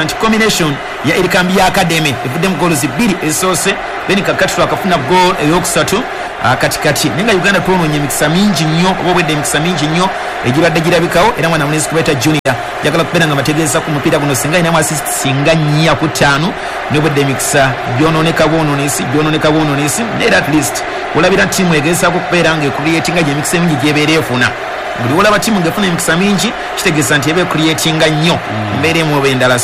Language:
Ganda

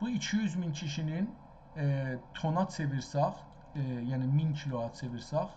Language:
South Azerbaijani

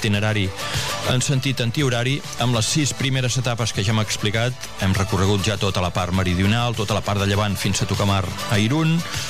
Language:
Catalan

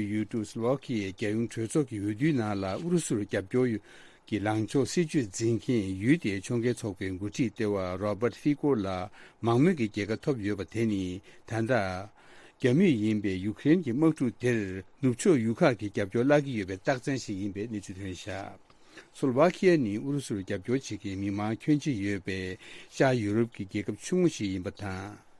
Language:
Tibetan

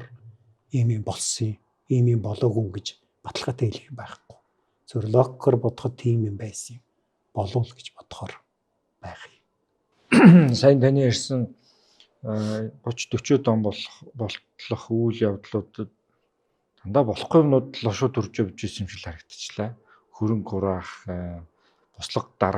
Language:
Mongolian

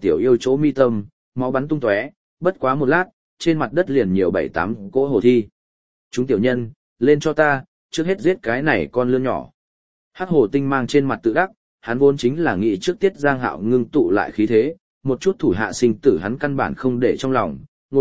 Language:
Vietnamese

